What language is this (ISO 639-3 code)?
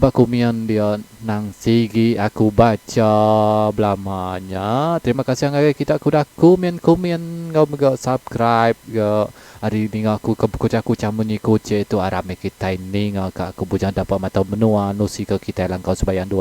iba